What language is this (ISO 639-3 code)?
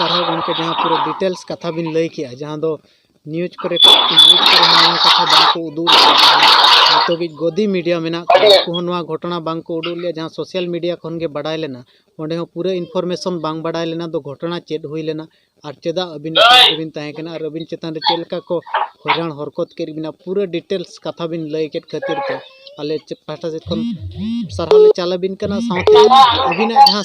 sat